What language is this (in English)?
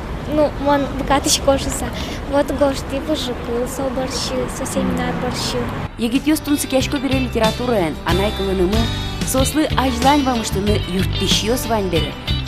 Udmurt